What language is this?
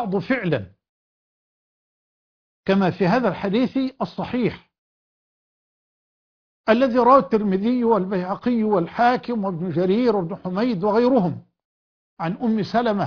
Arabic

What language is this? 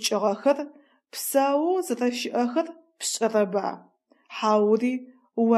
Adyghe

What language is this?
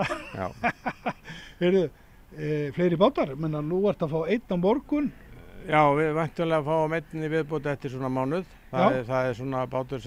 Icelandic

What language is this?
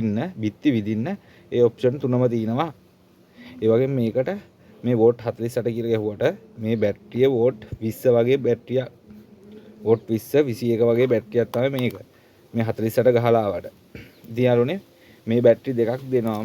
Sinhala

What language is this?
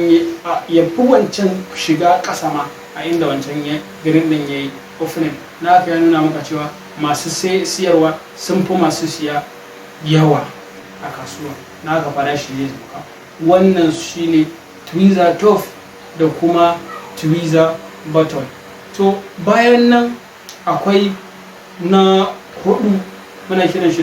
Hausa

